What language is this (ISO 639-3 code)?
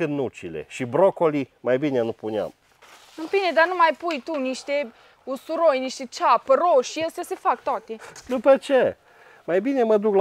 ron